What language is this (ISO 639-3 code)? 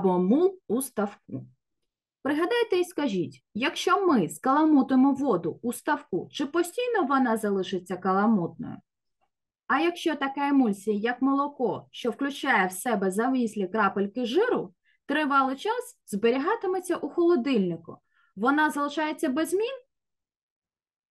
ukr